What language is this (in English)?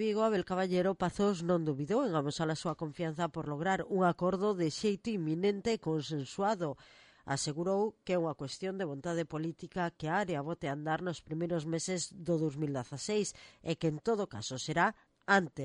Galician